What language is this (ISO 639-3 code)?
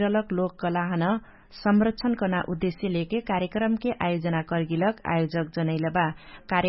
thl